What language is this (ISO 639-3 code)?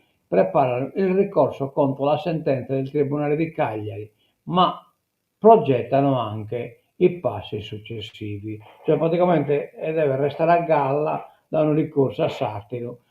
srd